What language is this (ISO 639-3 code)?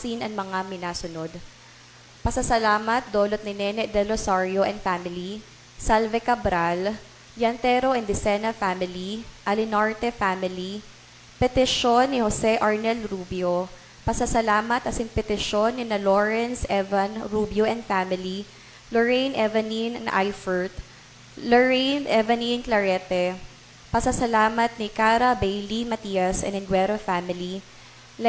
bik